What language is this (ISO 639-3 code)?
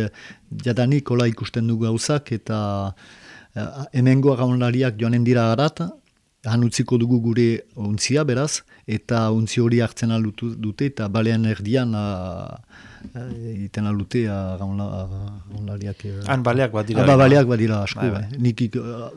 eus